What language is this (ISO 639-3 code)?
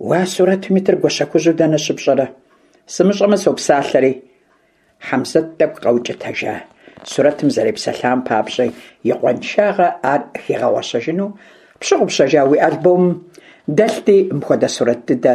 kbd